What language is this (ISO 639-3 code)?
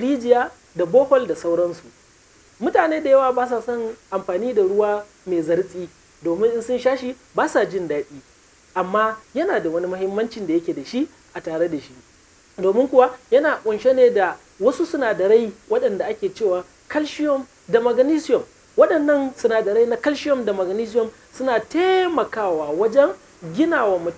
hau